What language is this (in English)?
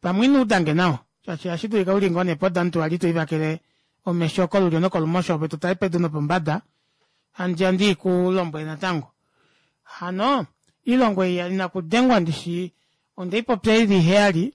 Kuanyama